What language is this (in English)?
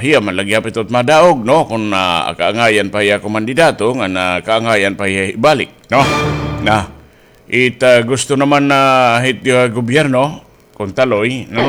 Waray